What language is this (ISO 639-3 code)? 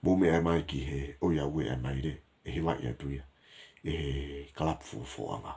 ton